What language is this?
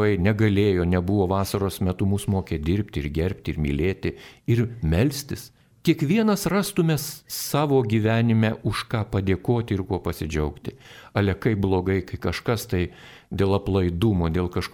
Lithuanian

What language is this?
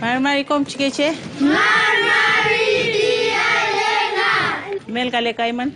Mapuche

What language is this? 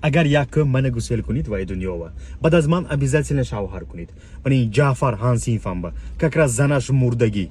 Tajik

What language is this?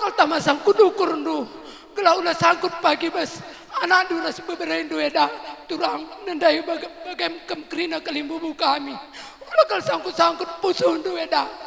Batak Karo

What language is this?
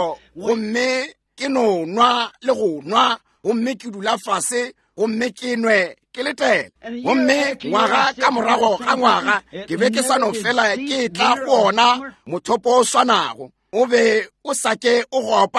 Northern Sotho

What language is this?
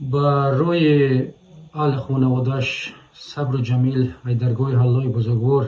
Tajik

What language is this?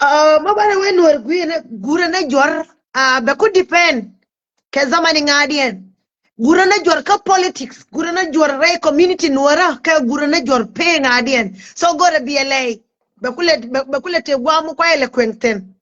Nuer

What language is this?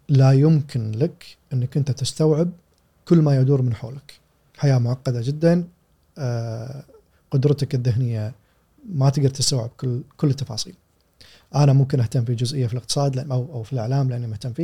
Gulf Arabic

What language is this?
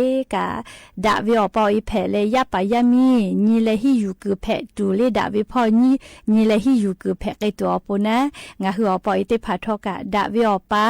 Lahu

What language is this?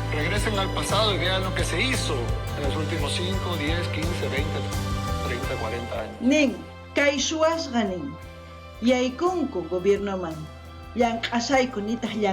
South Bolivian Quechua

